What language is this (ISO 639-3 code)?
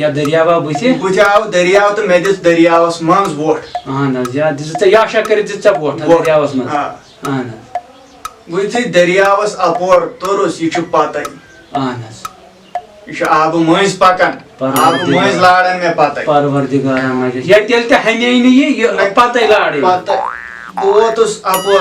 kas